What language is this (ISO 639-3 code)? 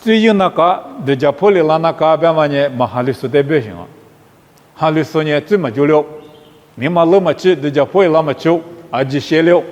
lis